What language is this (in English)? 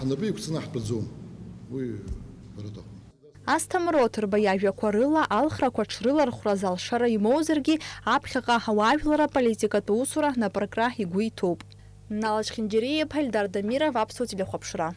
Abkhazian